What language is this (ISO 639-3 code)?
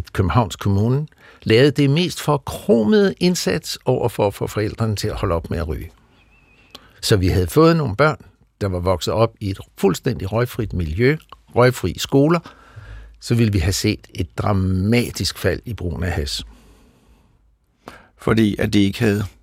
dan